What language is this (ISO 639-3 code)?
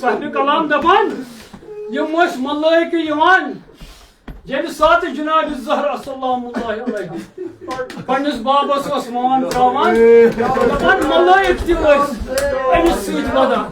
kas